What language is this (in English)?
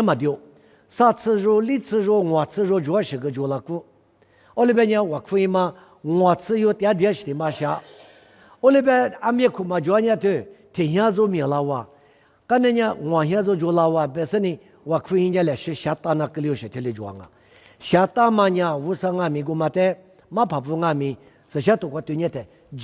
Lisu